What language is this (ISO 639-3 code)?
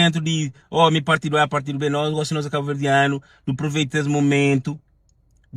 kea